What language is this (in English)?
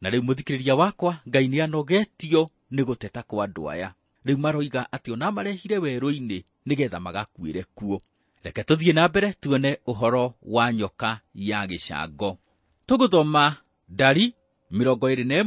Kikuyu